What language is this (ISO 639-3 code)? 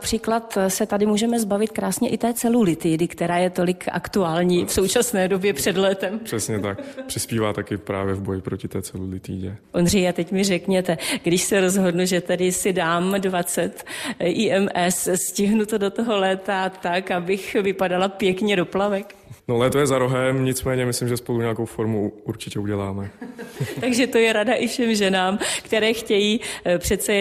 ces